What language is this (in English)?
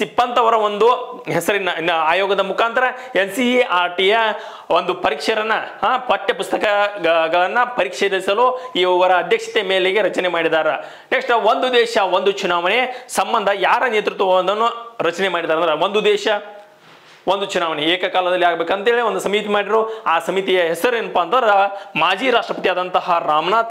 Kannada